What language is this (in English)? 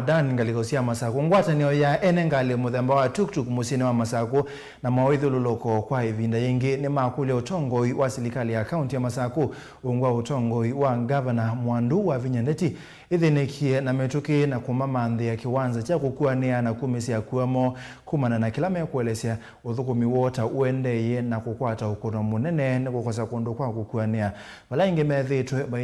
Kamba